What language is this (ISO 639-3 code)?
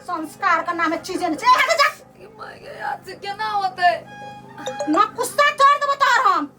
mai